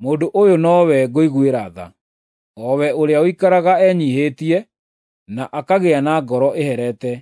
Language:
Kikuyu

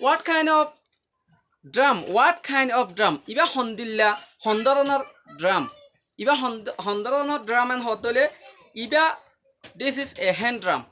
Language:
Rohingya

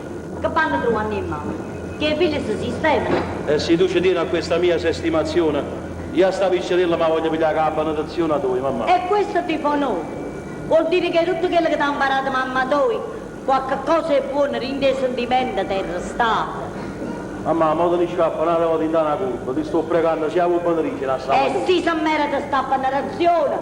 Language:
Neapolitan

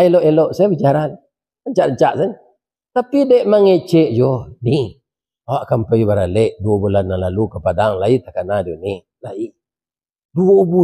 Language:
Minangkabau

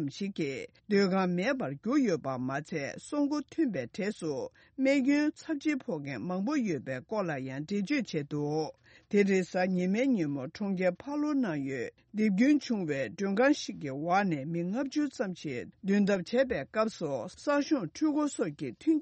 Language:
Tibetan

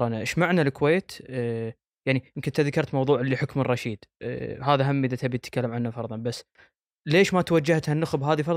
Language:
Gulf Arabic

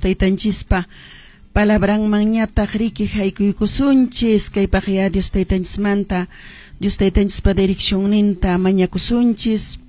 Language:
Quechua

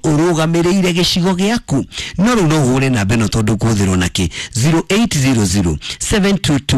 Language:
Kikuyu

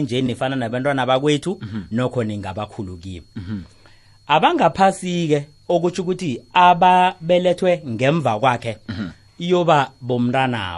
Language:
South Ndebele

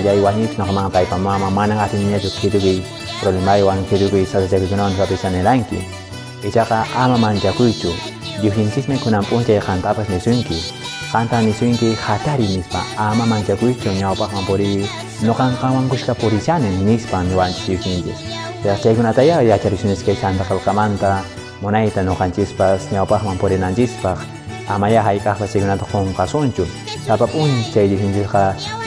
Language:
Quechua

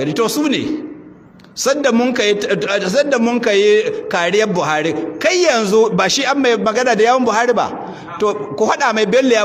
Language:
Hausa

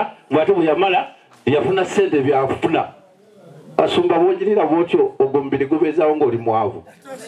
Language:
Ganda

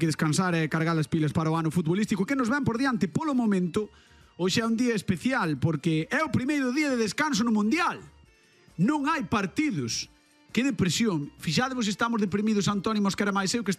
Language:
Galician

